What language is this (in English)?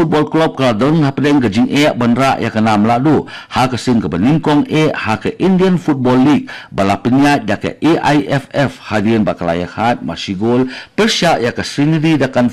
Khasi